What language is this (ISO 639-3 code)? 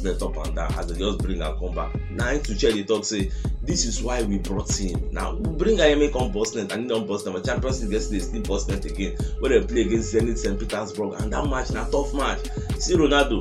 pcm